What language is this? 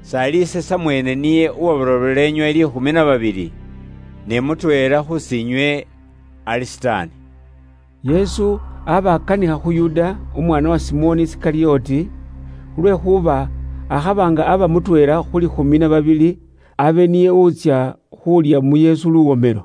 Luyia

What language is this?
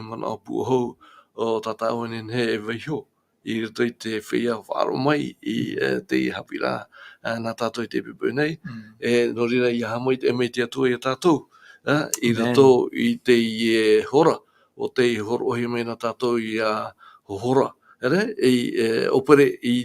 Tahitian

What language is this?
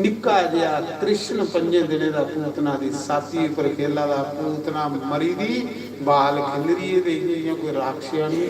Dogri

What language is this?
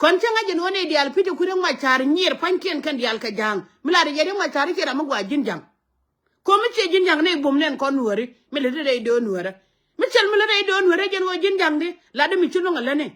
Nuer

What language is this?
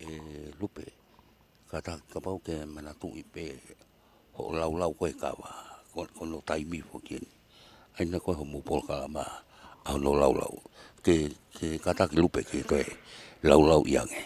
Tongan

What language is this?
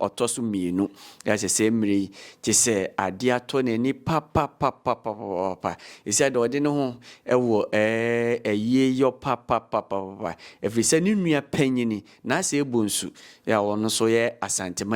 Akan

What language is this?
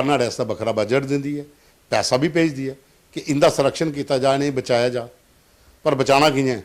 Dogri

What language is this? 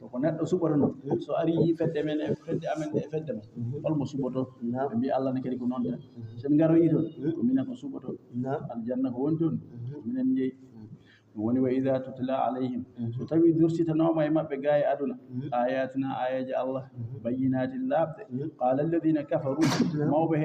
Fula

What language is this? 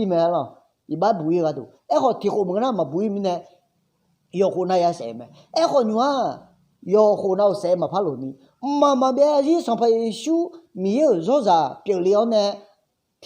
Akha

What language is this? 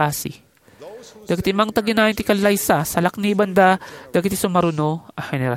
Iloko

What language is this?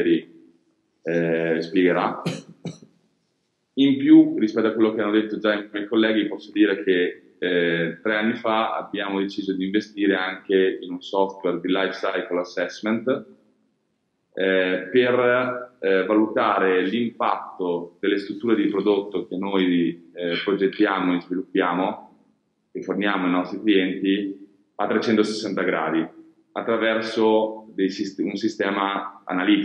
Italian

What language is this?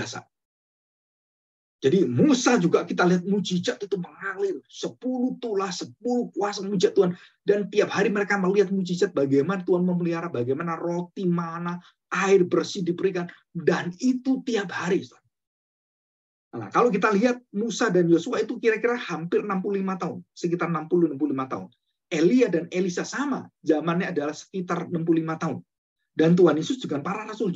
Indonesian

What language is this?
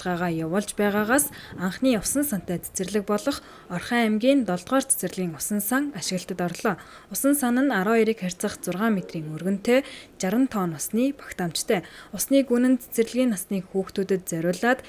Mongolian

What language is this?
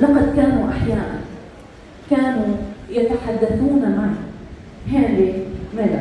Egyptian Arabic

